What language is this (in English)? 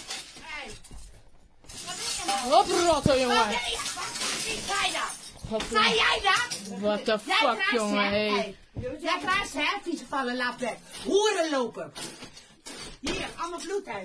Dutch